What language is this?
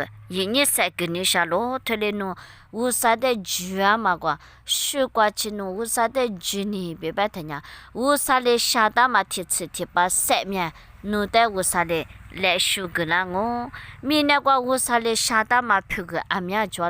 Lisu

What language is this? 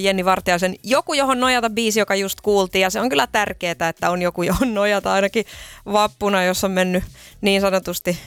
Finnish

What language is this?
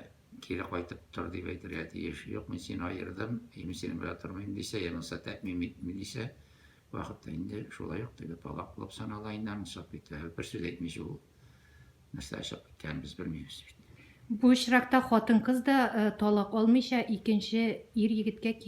Tatar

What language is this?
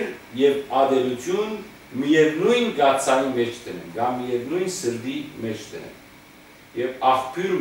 Western Armenian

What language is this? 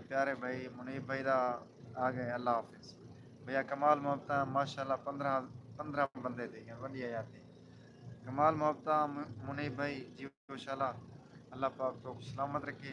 Saraiki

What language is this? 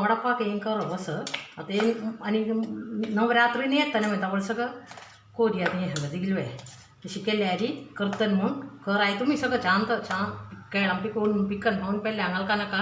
Konkani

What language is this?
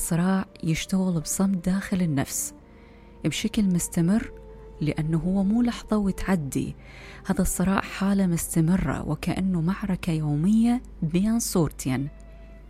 Mesopotamian Arabic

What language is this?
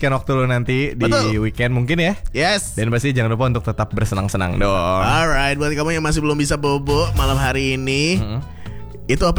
Indonesian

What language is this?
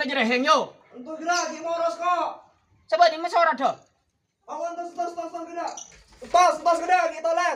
Madurese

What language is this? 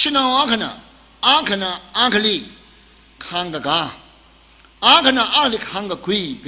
Tangkhul Naga (India)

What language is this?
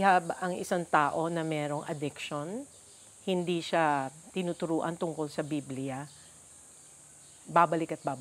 Filipino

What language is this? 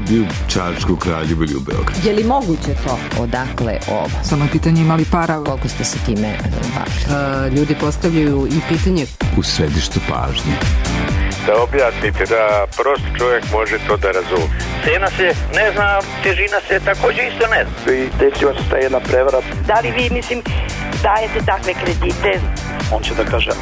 Serbian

